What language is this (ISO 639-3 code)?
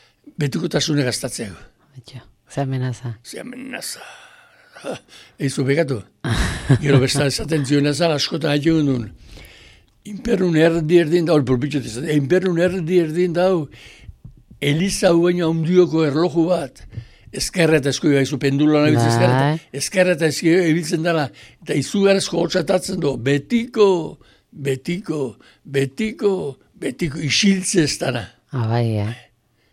eus